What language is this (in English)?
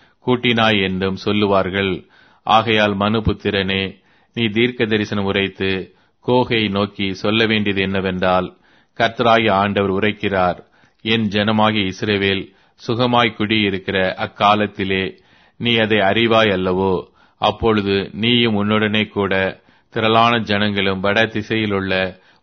Tamil